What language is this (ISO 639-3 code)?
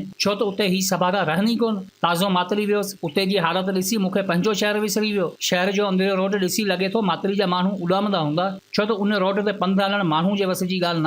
snd